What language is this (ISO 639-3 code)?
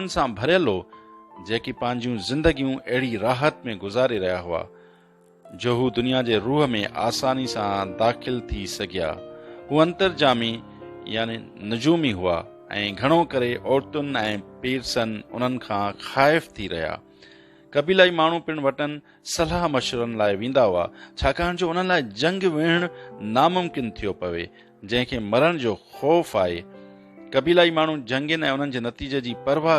snd